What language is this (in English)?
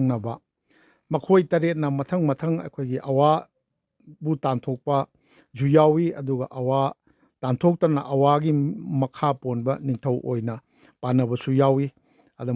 Manipuri